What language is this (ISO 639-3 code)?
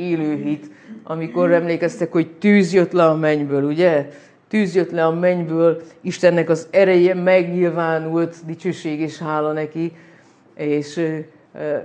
hun